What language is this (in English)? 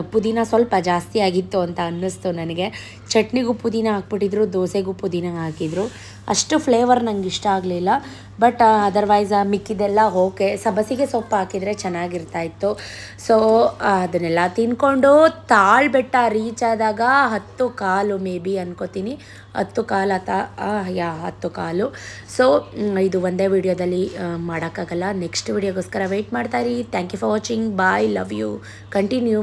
Kannada